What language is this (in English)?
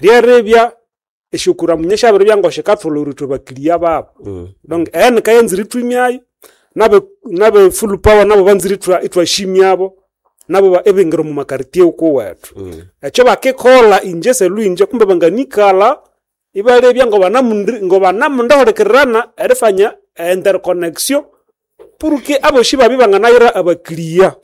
Nande